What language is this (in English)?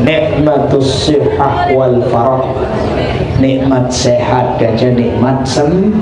Sasak